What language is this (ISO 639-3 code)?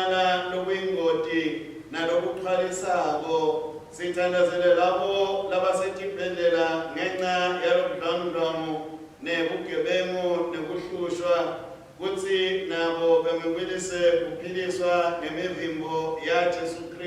ssw